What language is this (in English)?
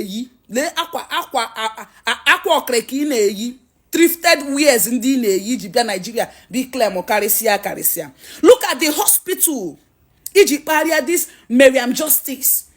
Igbo